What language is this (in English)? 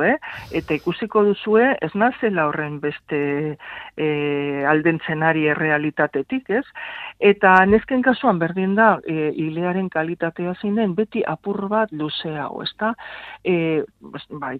Basque